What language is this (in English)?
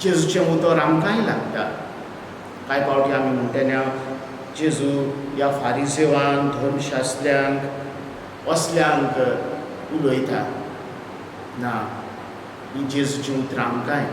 Konkani